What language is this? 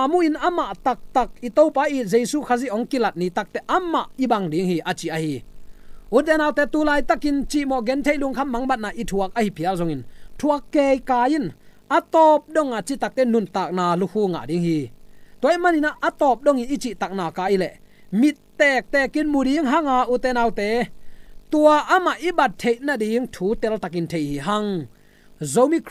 Tedim Chin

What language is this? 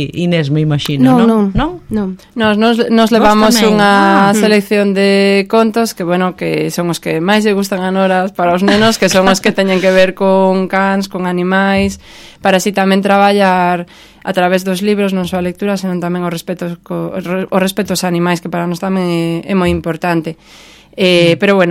Galician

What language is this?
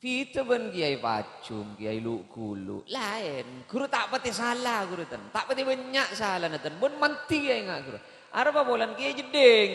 Madurese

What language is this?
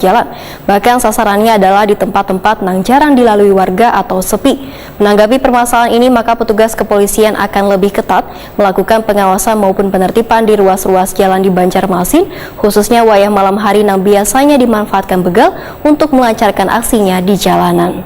Banjar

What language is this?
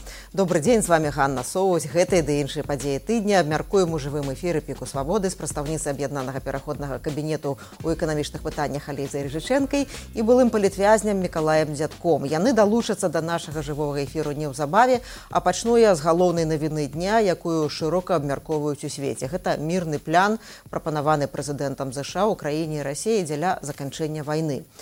Belarusian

